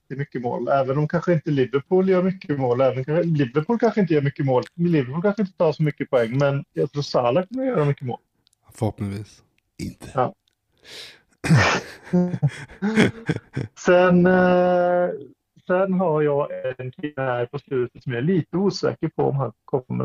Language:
Swedish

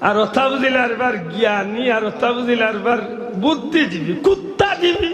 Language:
Sylheti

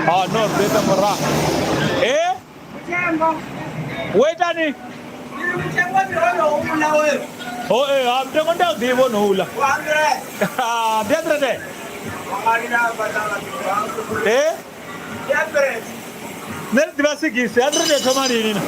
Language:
Venda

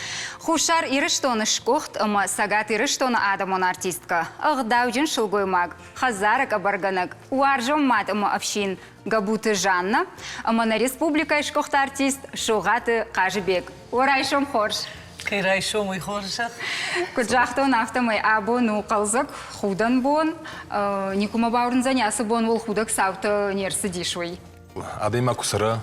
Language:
Ossetic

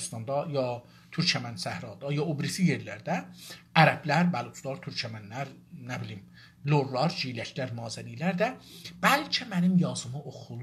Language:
South Azerbaijani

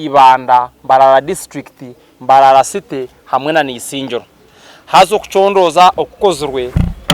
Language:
Nyankole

